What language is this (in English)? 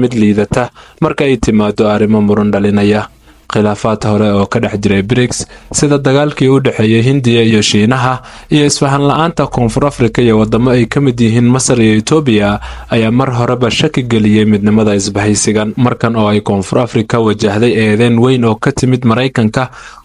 Somali